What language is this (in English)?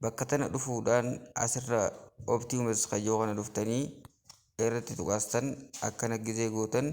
Oromo